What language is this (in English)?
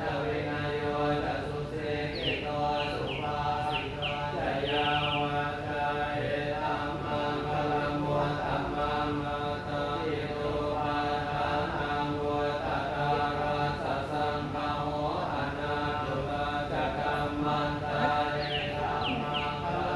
Pali